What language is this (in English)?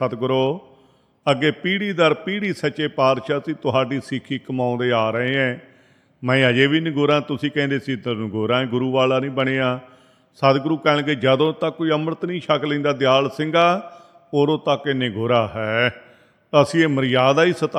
Punjabi